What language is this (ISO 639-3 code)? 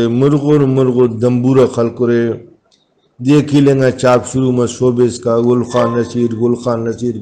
brh